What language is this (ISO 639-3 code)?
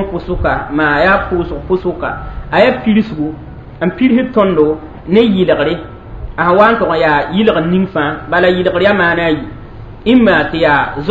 mos